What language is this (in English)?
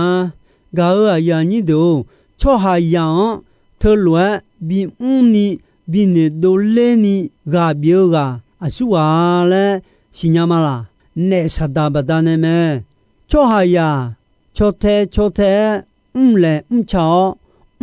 Akha